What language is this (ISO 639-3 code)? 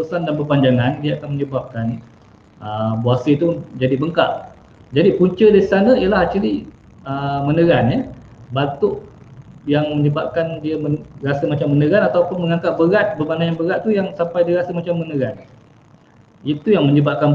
msa